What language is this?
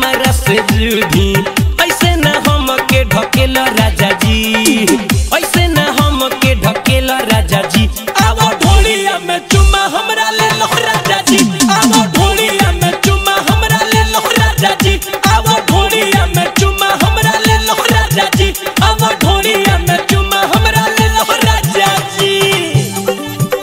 Bhojpuri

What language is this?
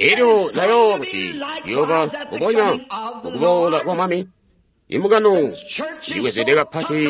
Tonga (Zambia)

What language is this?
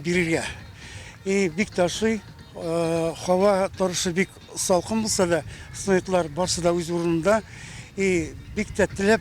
Tatar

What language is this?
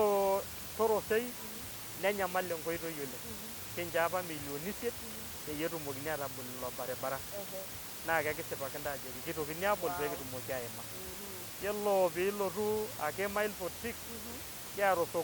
Masai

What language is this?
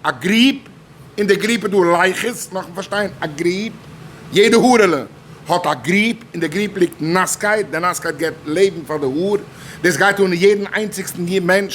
Yiddish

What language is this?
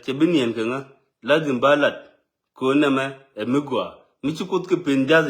Nuer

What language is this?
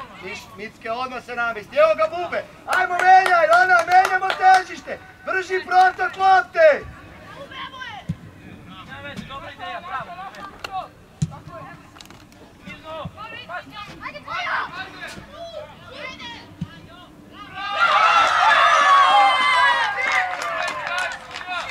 Serbian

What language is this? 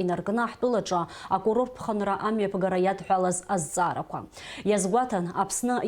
Abkhazian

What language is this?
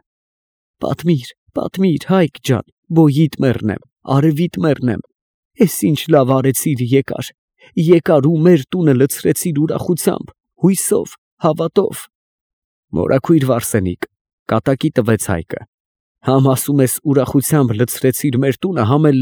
Armenian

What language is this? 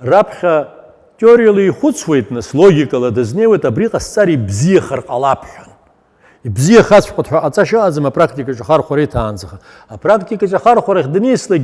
Abkhazian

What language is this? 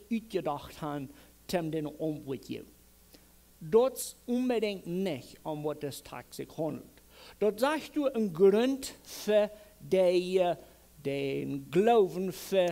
Plautdietsch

